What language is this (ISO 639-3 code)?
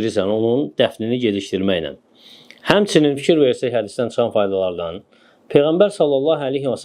aze